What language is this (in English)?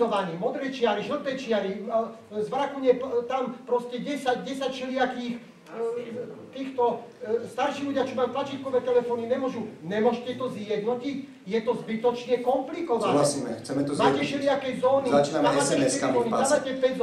Slovak